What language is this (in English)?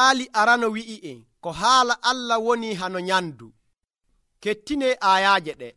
Nigerian Fulfulde